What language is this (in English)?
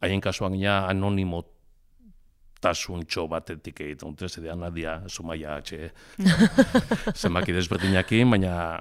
Basque